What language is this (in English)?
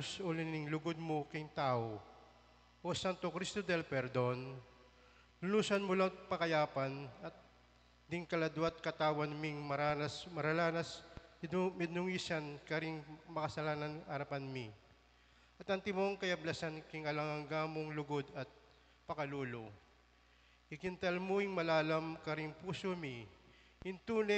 Pampanga